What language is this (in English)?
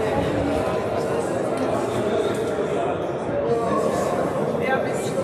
Croatian